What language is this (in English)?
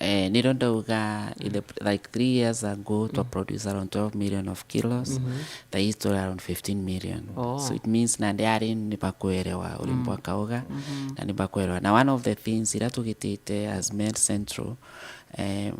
Meru